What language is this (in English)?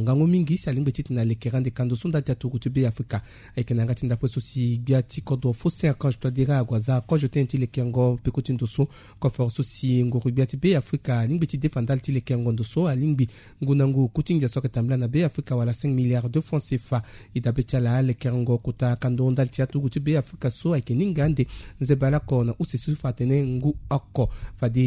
Sango